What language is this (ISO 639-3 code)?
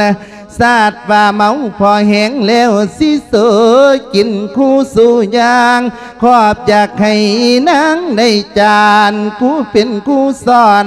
lao